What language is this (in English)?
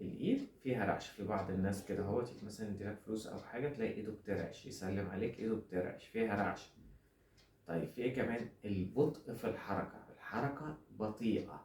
Egyptian Arabic